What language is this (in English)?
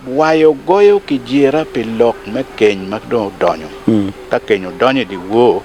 Acoli